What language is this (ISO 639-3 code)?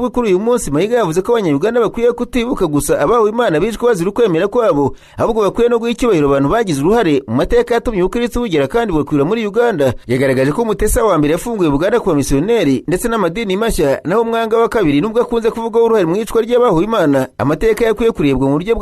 kin